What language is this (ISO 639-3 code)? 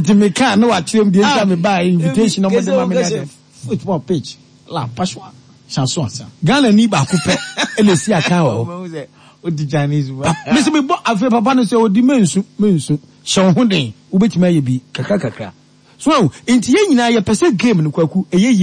aka